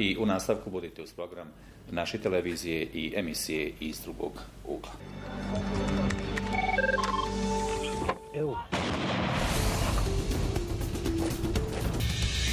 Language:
Bosnian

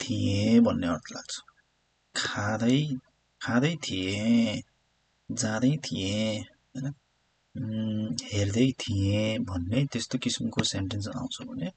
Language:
Nepali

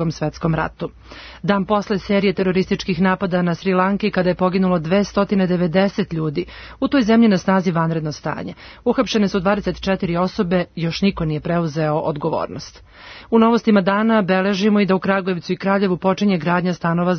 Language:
Serbian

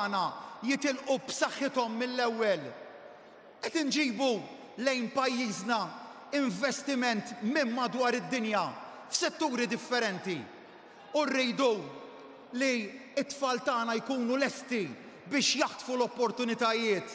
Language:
Maltese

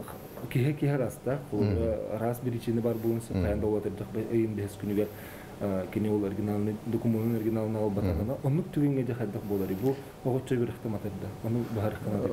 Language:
Yakut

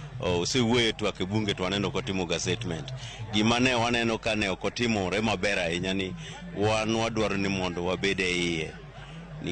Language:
Luo (Kenya and Tanzania)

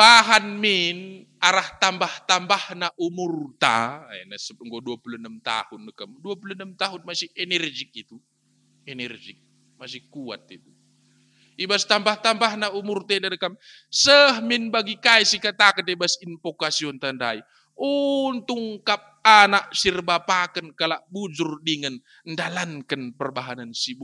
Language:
Batak Karo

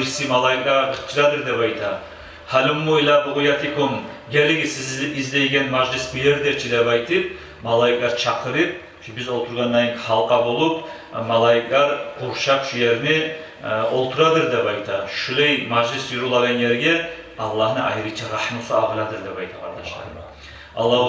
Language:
Kumyk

